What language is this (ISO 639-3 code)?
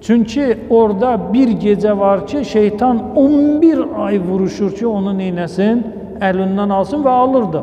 aze